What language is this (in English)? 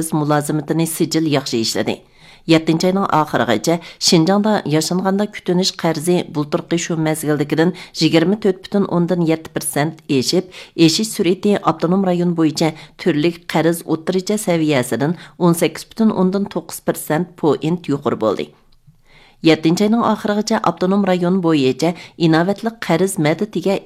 Uyghur